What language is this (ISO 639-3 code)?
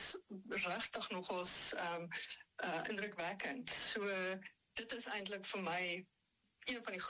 afr